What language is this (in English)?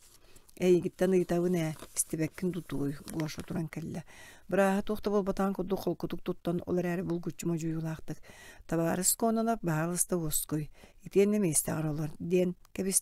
Yakut